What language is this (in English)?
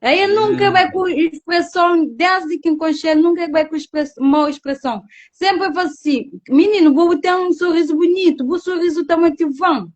Kabuverdianu